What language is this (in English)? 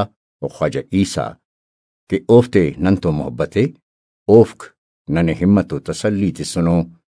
Brahui